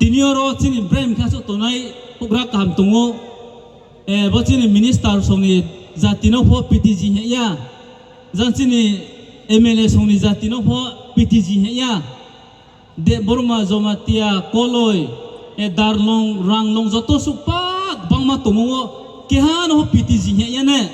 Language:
Riang (India)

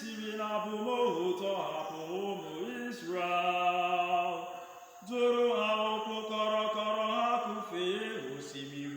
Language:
Igbo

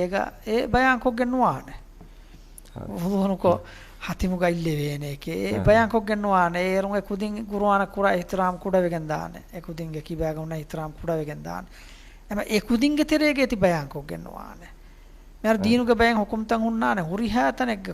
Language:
Divehi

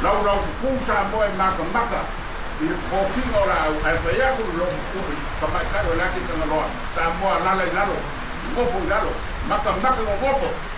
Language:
Samoan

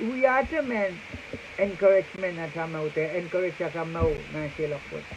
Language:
Pohnpeian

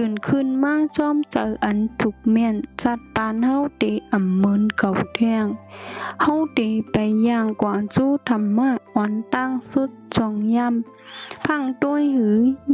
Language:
Shan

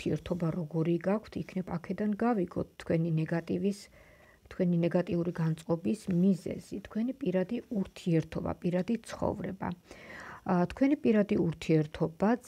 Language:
Georgian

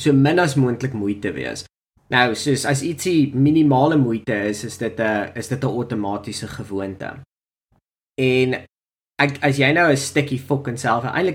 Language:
Afrikaans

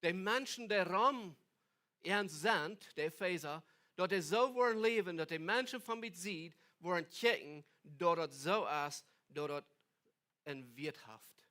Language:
Plautdietsch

